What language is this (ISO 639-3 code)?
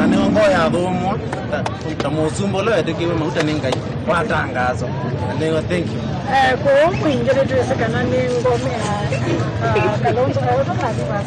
kam